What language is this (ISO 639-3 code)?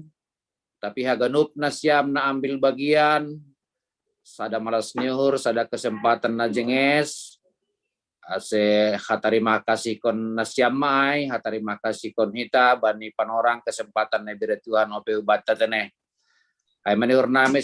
bts